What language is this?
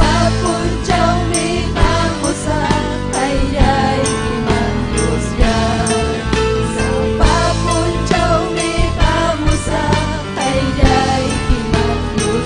Ayacucho Quechua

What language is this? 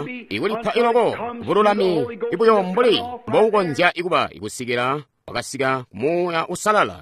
Tonga (Zambia)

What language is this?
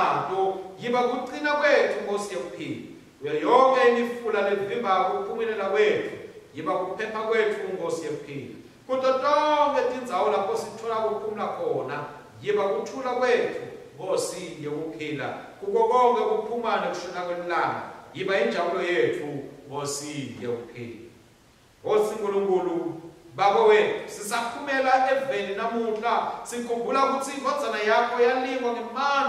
Swati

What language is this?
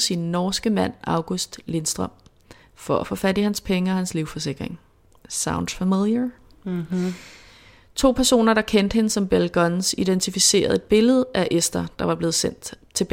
Danish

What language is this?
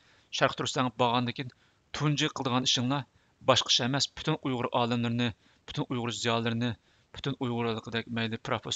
Uyghur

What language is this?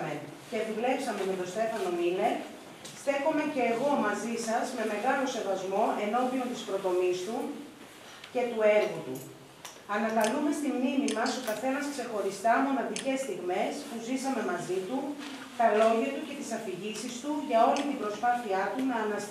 Greek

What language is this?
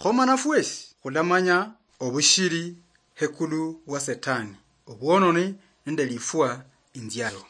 Luyia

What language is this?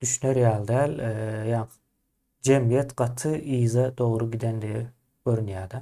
Turkmen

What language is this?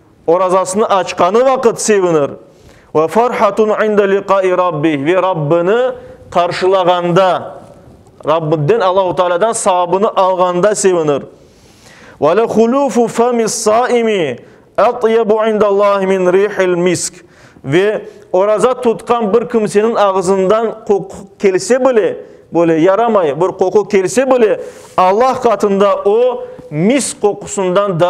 Crimean Tatar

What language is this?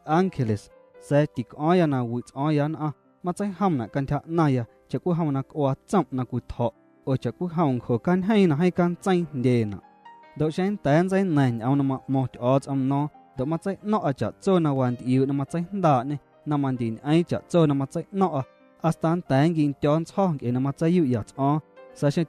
Guerrero Amuzgo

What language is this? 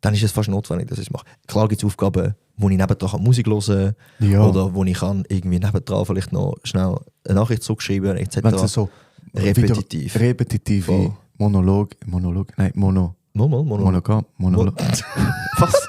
Swiss German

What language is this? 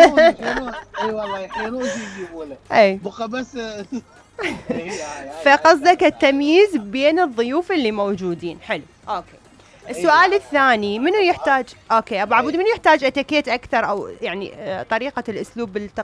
Mesopotamian Arabic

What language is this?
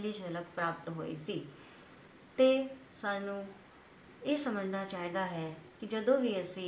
Punjabi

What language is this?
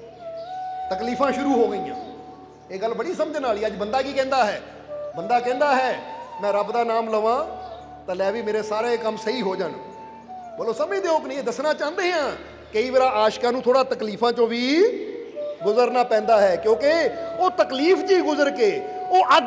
Punjabi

